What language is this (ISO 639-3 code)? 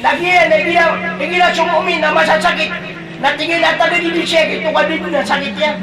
mrw